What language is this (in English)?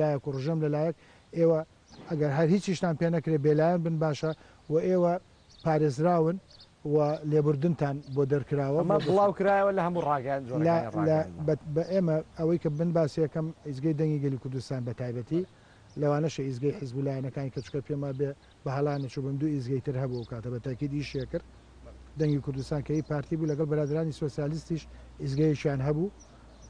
Central Kurdish